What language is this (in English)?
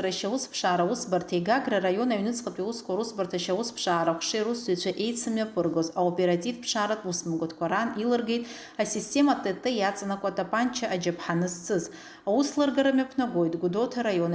Abkhazian